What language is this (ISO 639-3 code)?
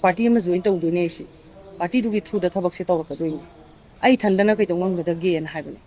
mni